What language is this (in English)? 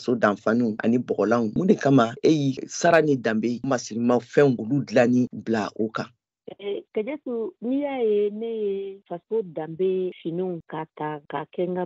Bambara